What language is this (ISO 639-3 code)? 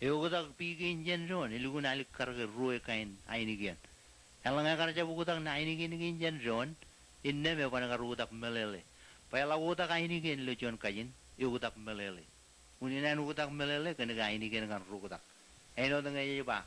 mah